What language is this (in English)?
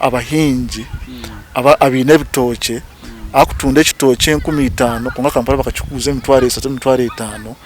Nyankole